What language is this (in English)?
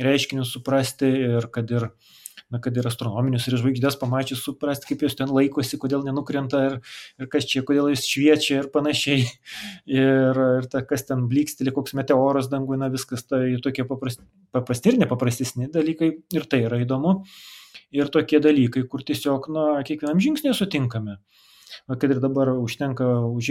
Lithuanian